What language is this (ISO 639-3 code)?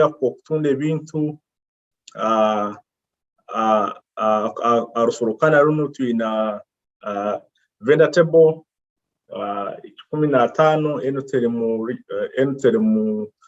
nyo